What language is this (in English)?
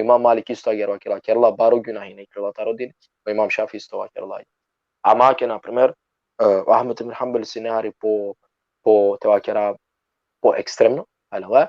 Balkan Romani